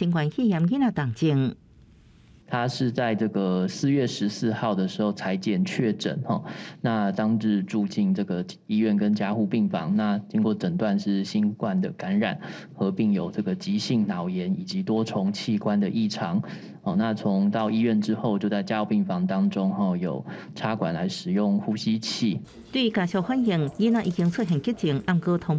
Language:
Min Nan Chinese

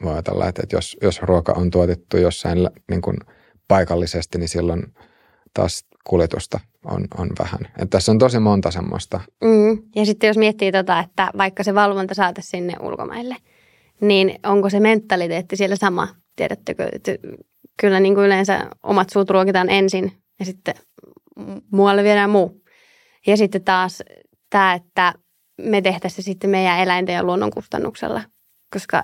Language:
Finnish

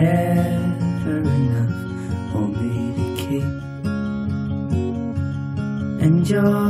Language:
English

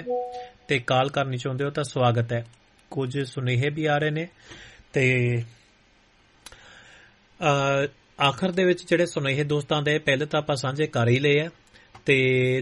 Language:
Punjabi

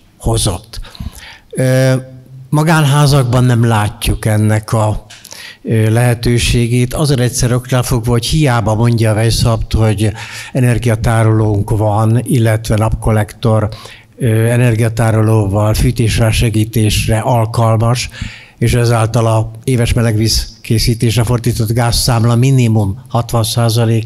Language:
Hungarian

